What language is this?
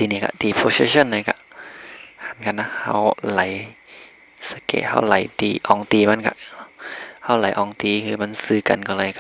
Shan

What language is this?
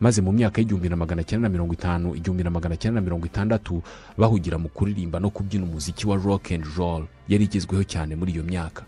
Kinyarwanda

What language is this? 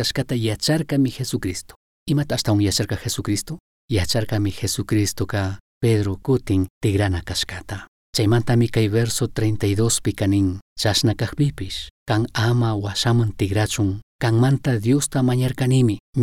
Chimborazo Highland Quichua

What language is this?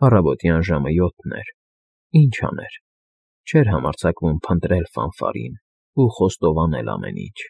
Armenian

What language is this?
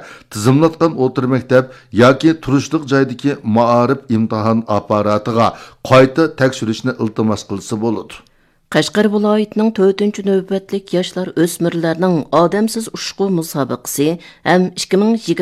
Uyghur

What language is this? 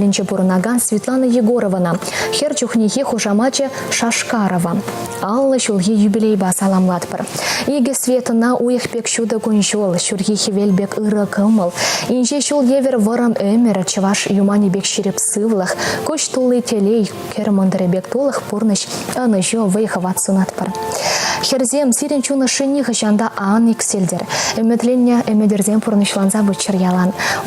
Chuvash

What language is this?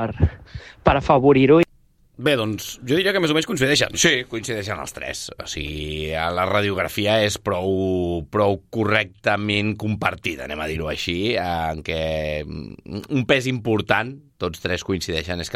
Catalan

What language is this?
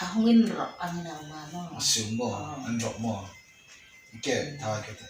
Hmar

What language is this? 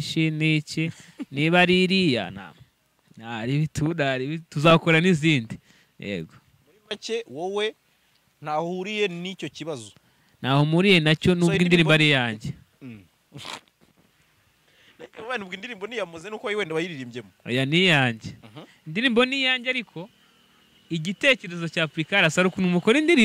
Kinyarwanda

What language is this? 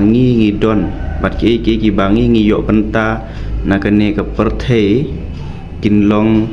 Khasi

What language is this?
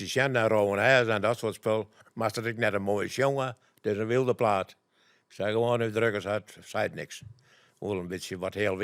Western Frisian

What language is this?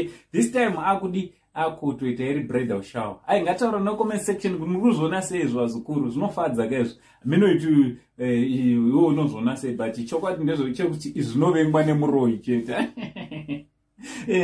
Shona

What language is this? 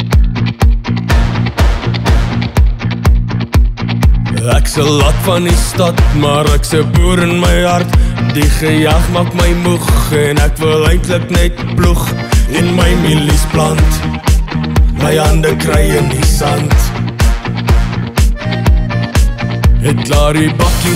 Afrikaans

